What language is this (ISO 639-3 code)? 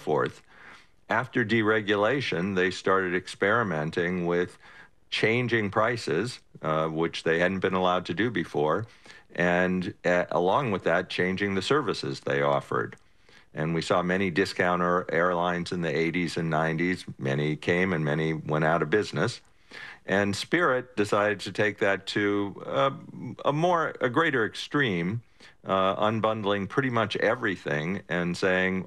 eng